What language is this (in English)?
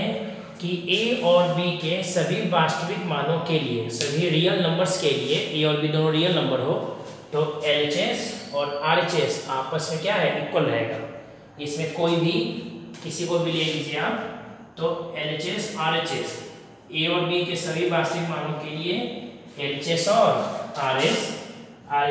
Hindi